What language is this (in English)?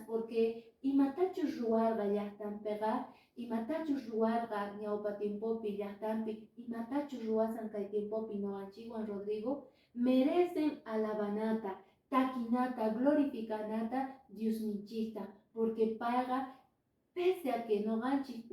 Quechua